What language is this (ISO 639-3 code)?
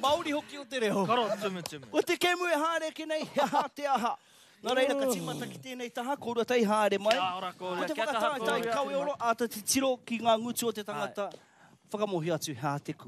mri